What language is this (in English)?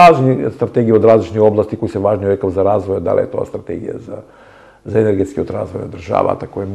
Macedonian